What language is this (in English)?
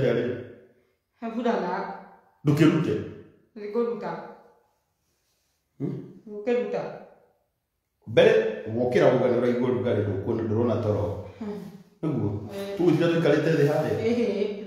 Kikuyu